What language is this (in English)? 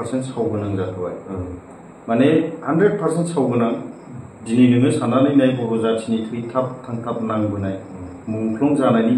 Bodo